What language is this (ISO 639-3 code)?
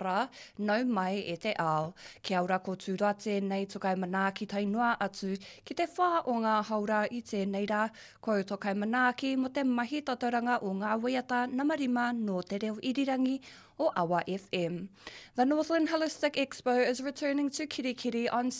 mri